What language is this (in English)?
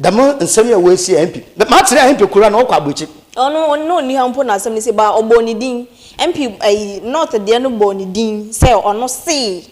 Akan